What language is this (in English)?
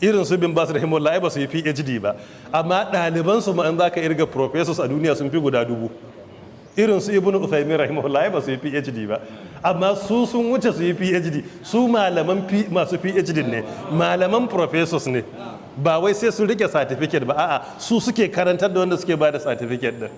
Hausa